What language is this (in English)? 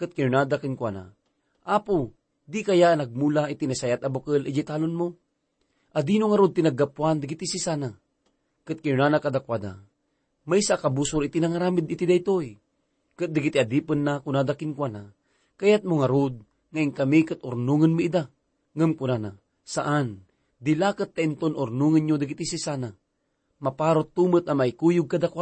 Iloko